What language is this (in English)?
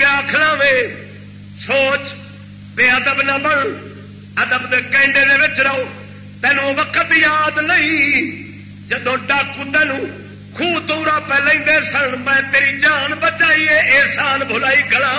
Saraiki